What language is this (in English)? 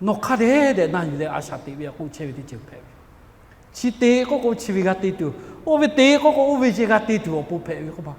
Lahu